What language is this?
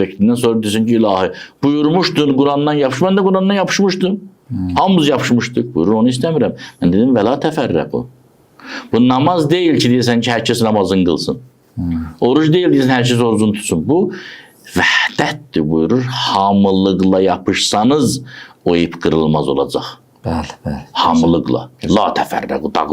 Azerbaijani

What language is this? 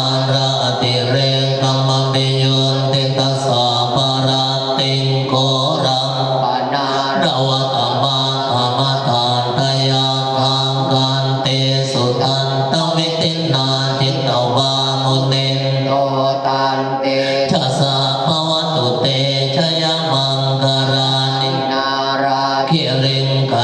Pali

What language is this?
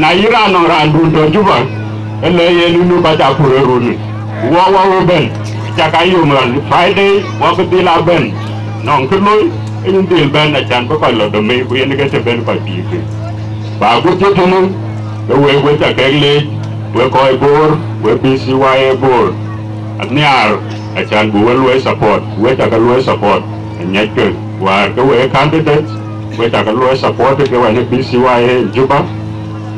Dinka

